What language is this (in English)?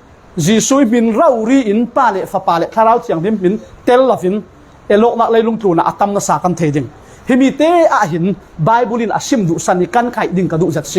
Falam Chin